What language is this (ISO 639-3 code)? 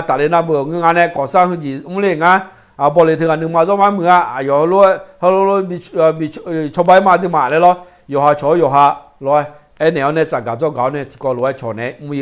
ahk